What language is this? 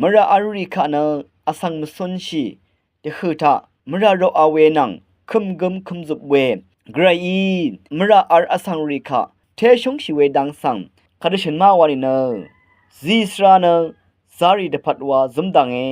Rawang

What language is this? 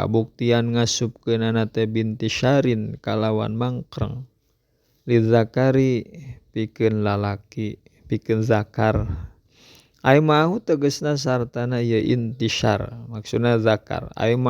Sundanese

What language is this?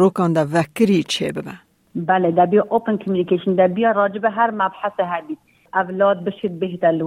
Kurdish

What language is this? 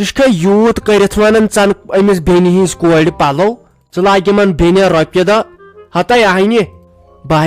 Kashmiri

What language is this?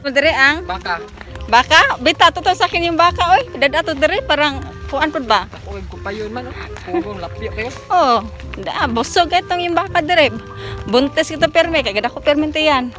Cebuano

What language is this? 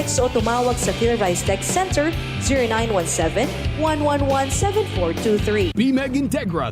Bikol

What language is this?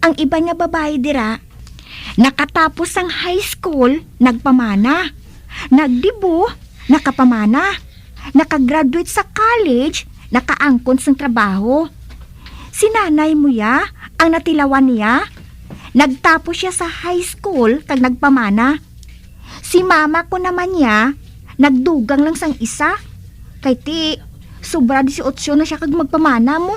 Hiligaynon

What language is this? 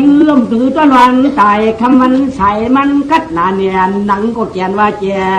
Shan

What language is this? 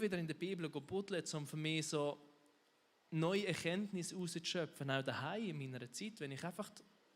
Swiss German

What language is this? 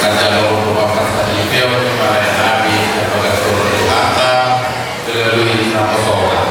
Batak Toba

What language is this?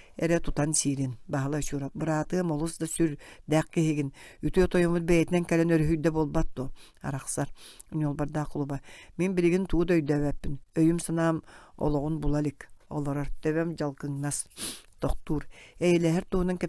Yakut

